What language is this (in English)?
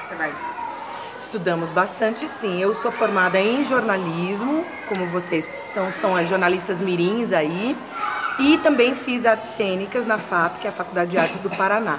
Portuguese